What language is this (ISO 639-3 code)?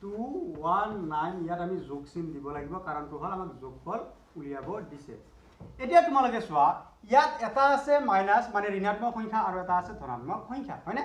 asm